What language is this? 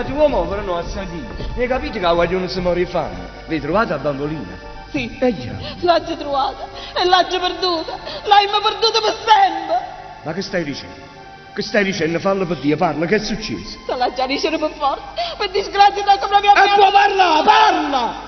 Neapolitan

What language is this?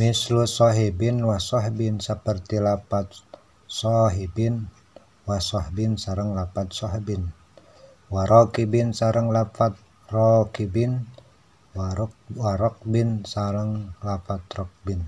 Sundanese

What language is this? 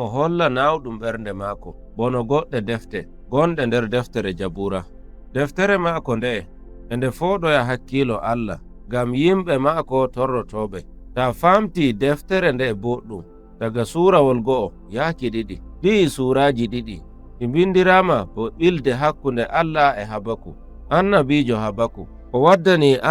Nigerian Fulfulde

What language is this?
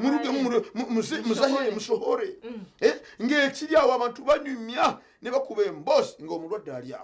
Nyankole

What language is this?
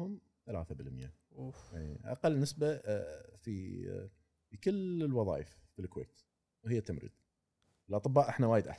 Gulf Arabic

